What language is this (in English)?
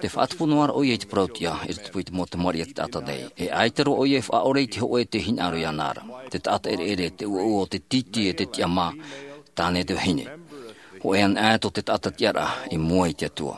Tahitian